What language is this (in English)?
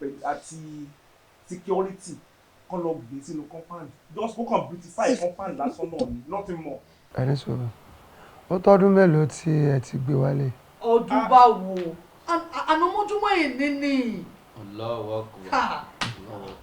Yoruba